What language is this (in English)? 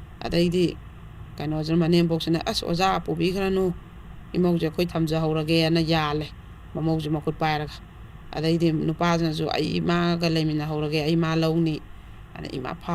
Manipuri